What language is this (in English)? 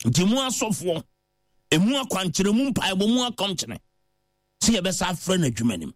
Akan